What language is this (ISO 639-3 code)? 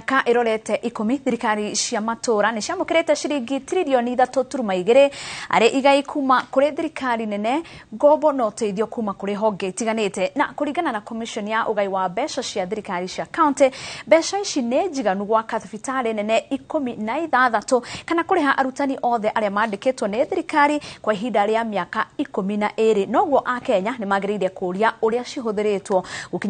kik